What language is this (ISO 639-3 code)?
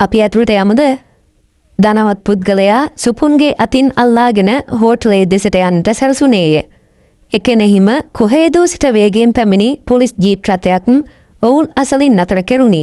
sin